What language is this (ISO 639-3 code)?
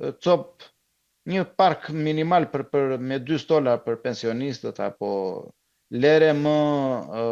sqi